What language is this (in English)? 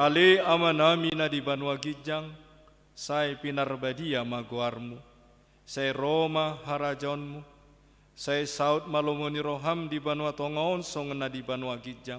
Batak Toba